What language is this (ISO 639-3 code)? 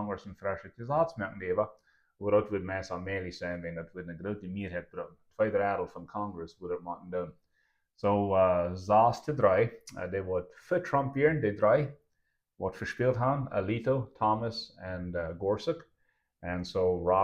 pdt